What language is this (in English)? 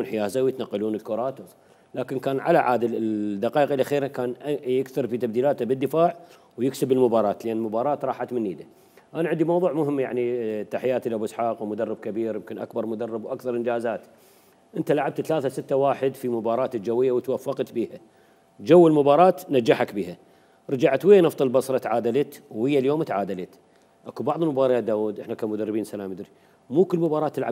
Mesopotamian Arabic